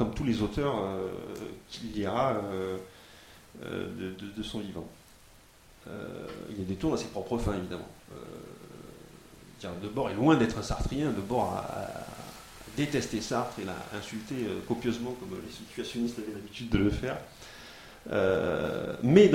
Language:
French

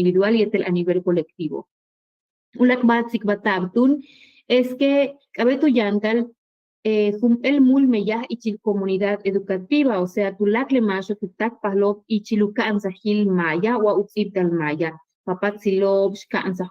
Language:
Yucateco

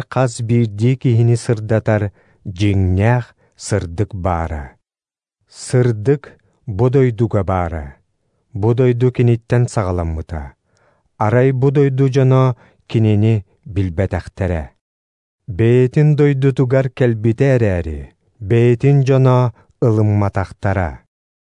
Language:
Yakut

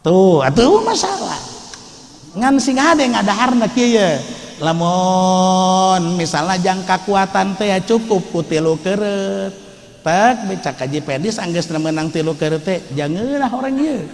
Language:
Sundanese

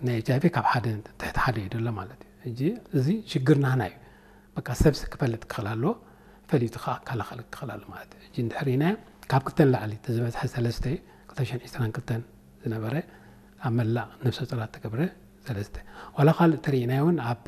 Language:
Tigrinya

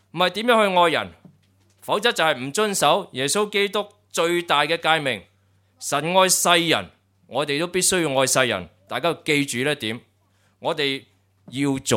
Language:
Cantonese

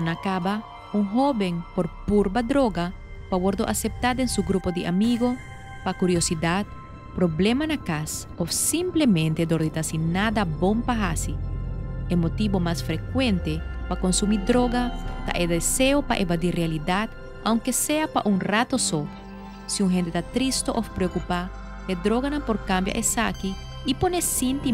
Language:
Papiamento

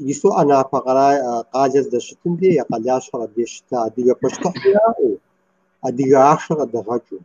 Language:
Kabardian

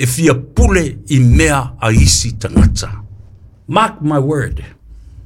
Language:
Samoan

